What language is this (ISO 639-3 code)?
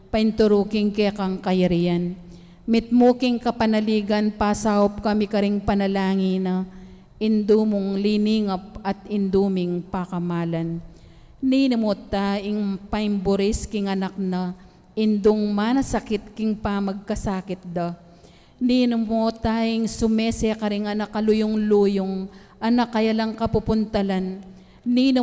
pam